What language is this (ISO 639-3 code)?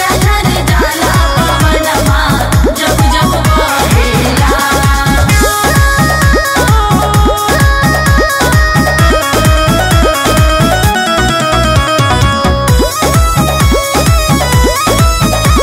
bho